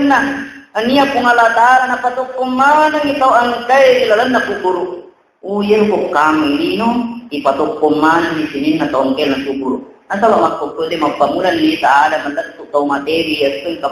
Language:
Buginese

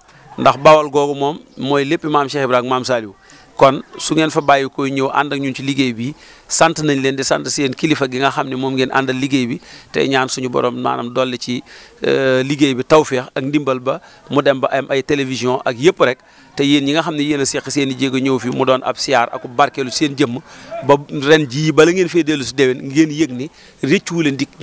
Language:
Wolof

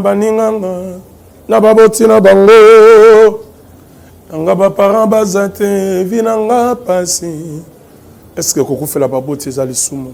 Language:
Lingala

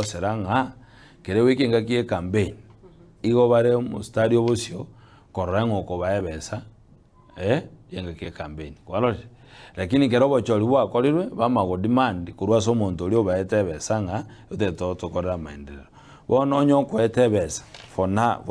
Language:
Gusii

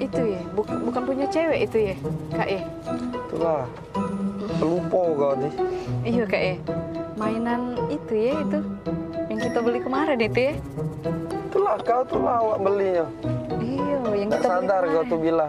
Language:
Musi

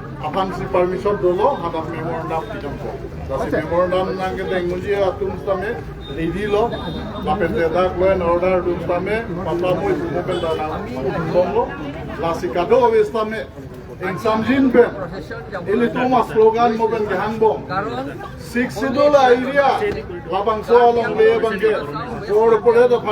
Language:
Karbi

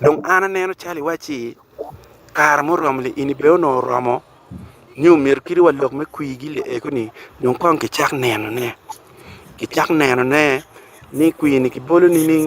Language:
Acoli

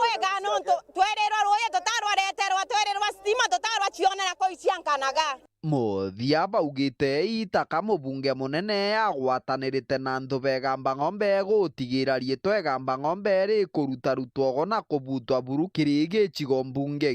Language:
Meru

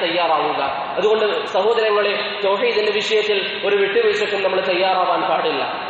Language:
Malayalam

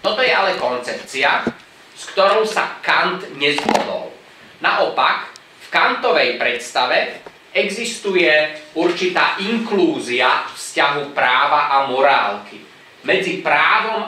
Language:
Slovak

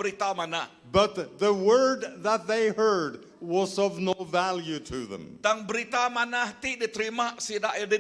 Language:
Iban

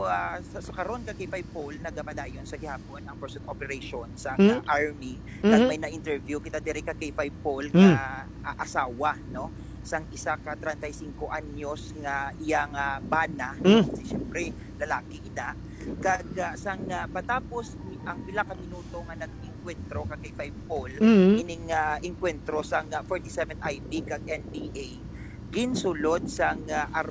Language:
Hiligaynon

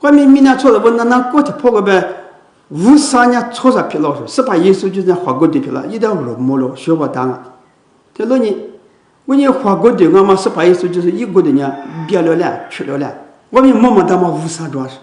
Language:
Lisu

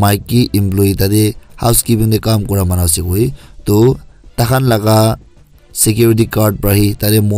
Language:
Naga Pidgin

